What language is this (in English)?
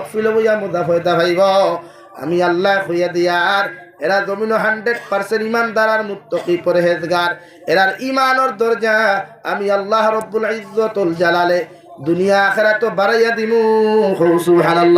Sylheti